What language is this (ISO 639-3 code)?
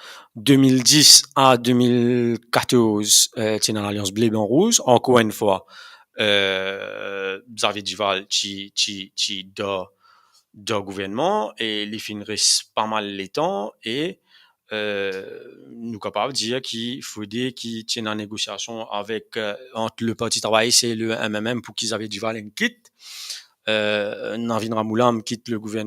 mfe